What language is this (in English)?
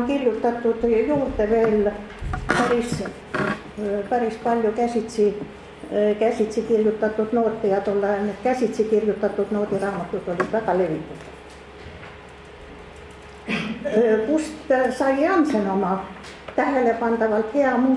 Estonian